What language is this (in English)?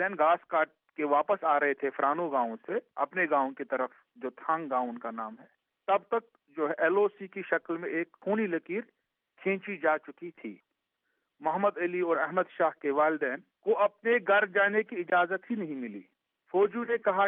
Urdu